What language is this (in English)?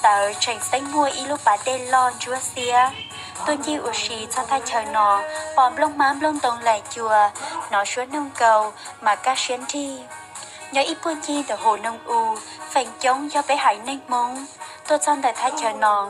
Hmong